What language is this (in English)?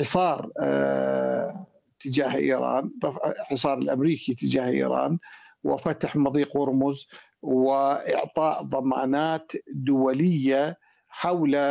Arabic